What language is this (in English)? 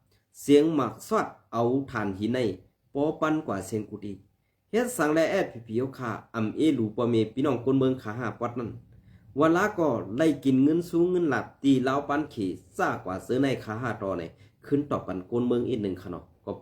Shan